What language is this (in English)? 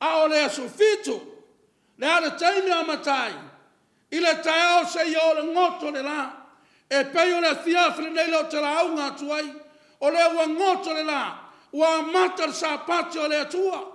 Samoan